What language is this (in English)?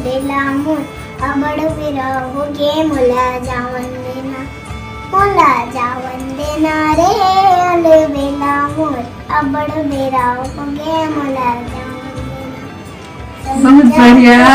Chhattisgarhi